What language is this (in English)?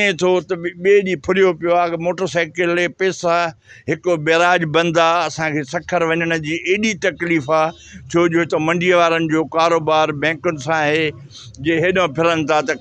Sindhi